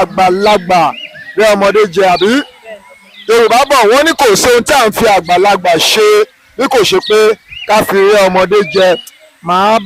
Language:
Yoruba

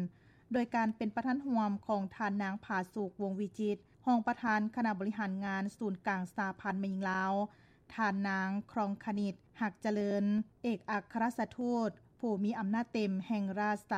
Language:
Lao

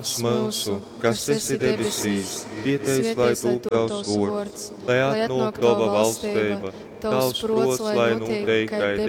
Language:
Latgalian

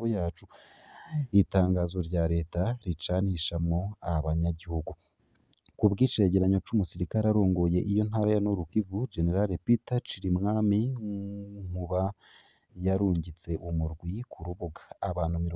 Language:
Rundi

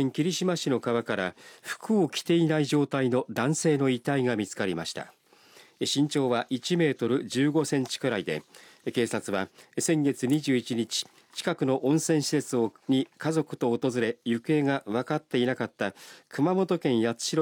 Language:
Japanese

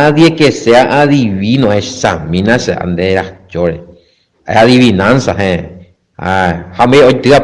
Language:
Guarani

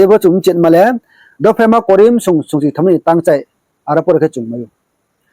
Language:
Riang (India)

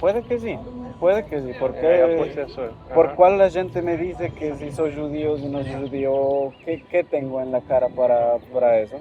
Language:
Ladino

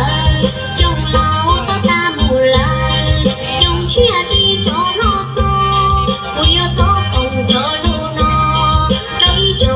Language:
Hmong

